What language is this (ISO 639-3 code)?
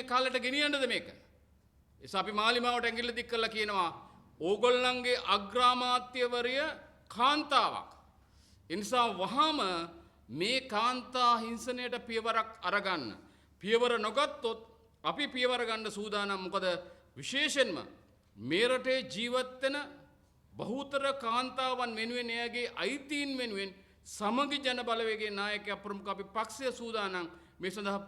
sin